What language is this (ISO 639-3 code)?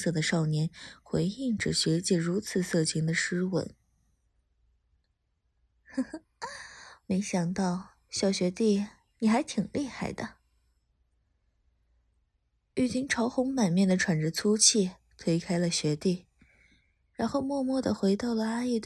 zho